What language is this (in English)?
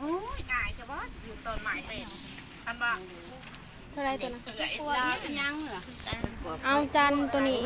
Northeastern Thai